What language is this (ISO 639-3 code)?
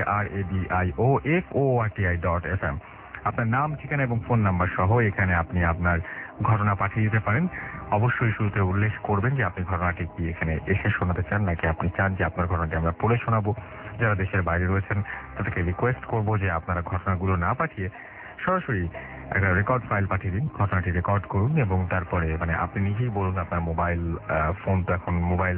ben